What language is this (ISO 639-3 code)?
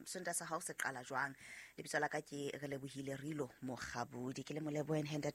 sot